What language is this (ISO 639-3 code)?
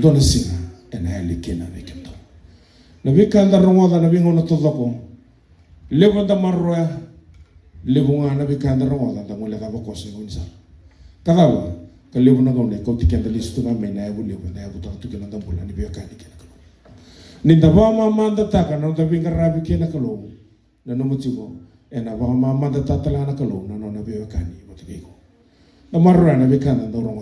fij